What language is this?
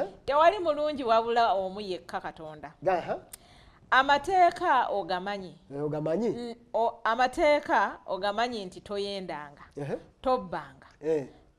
Ganda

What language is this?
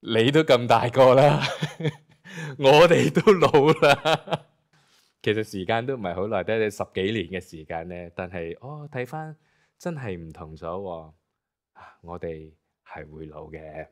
Cantonese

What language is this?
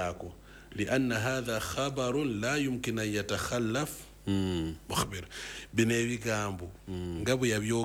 Ganda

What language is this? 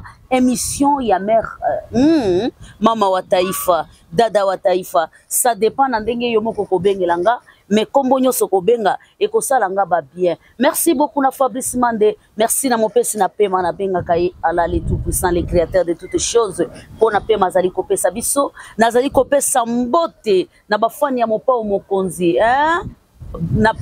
Lingala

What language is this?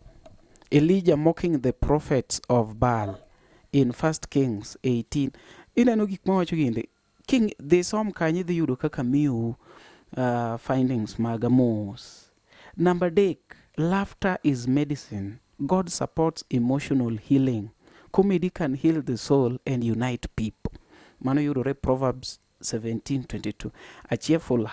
Luo (Kenya and Tanzania)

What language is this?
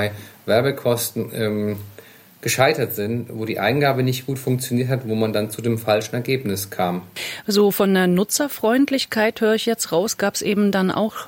German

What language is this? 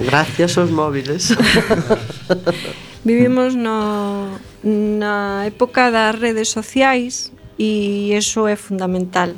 Galician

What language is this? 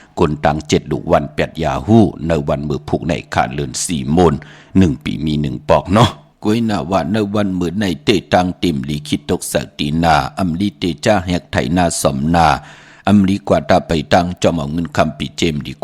Shan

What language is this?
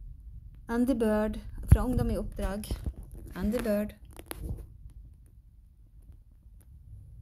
Norwegian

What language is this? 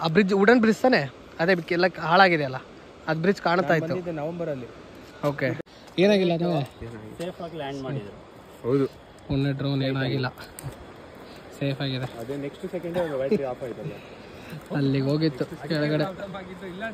Kannada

